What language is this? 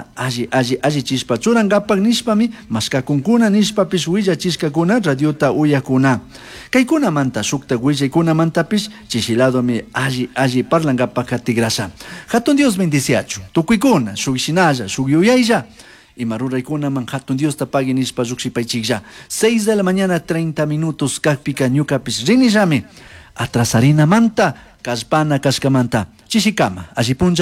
Chimborazo Highland Quichua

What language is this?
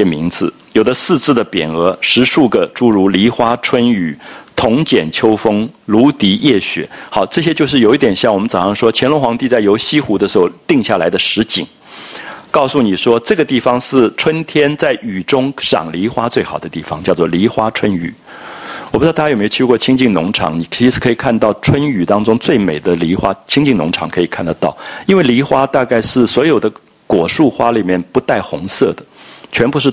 Chinese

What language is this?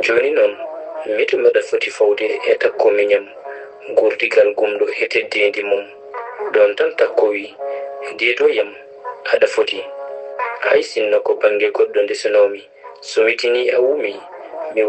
Fula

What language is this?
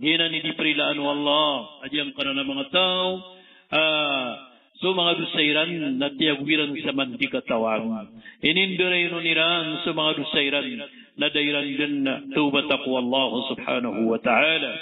Maranao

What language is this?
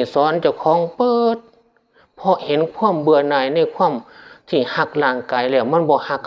Northeastern Thai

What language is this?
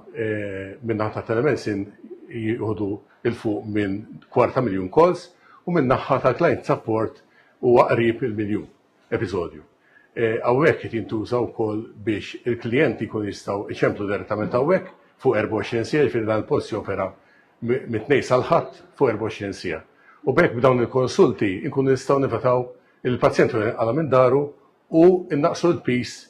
Maltese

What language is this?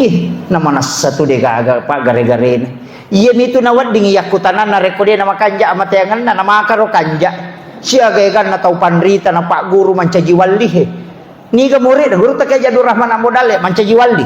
Buginese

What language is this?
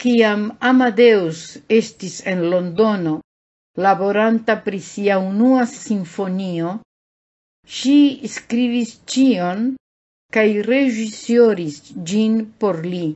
Esperanto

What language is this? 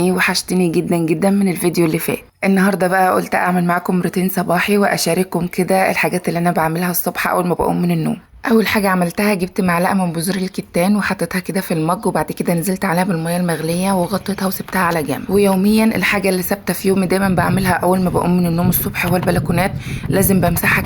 Egyptian Arabic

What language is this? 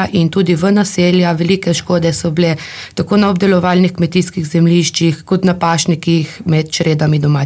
Slovenian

